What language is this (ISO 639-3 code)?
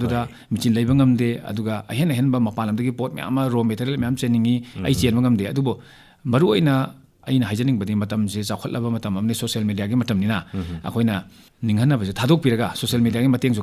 mni